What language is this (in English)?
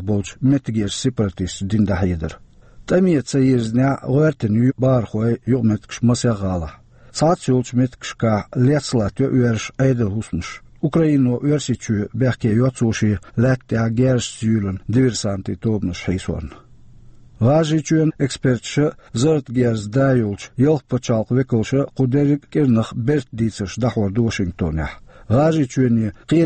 Chechen